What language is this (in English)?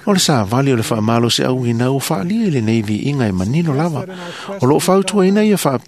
Samoan